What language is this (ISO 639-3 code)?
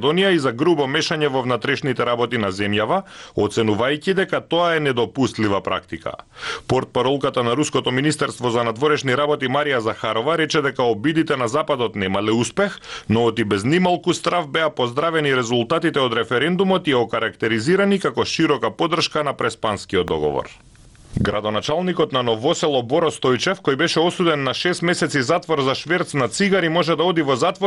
mkd